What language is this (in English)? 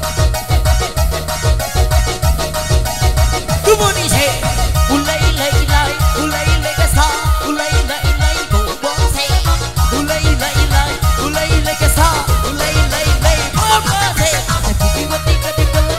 Indonesian